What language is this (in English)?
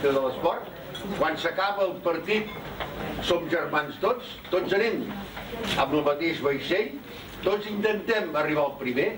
Catalan